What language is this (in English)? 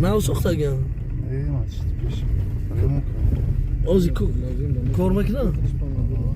Tajik